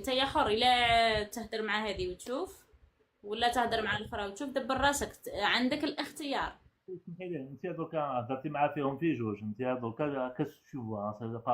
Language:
Algerian Arabic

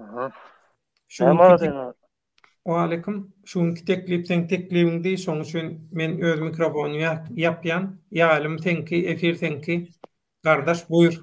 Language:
Turkmen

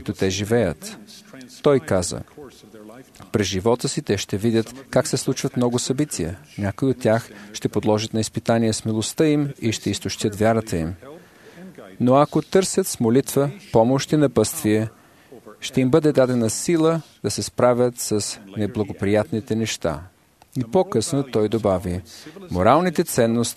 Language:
Bulgarian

